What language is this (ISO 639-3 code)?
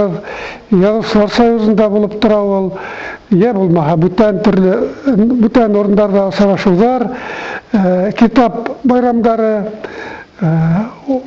bak